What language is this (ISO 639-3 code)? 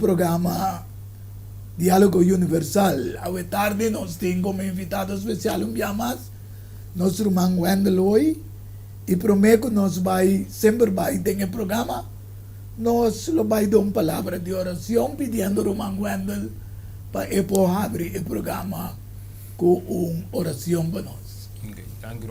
pap